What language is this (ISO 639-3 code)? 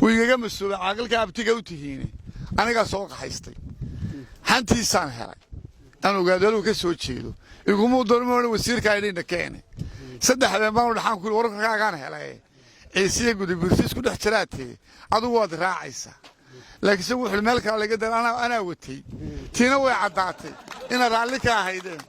som